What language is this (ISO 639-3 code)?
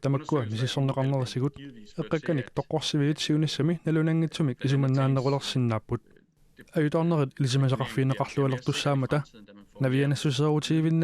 kal